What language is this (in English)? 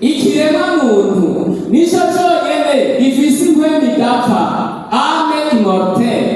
Rundi